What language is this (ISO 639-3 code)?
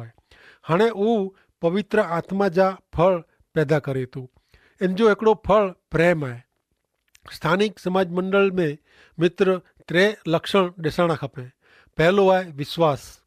kfr